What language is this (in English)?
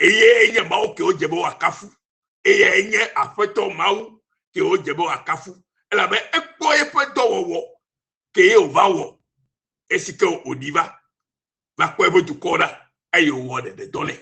Ewe